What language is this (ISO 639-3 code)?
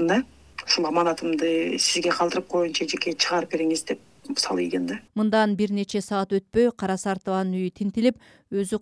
kir